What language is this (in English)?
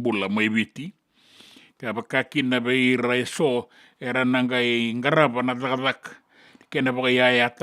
Fijian